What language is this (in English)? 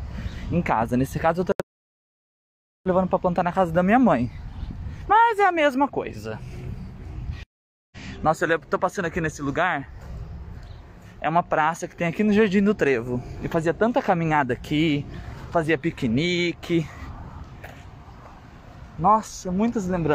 Portuguese